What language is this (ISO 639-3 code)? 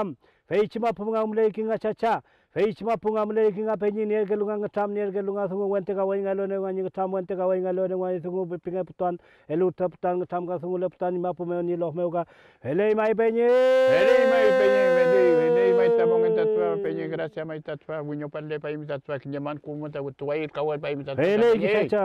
arn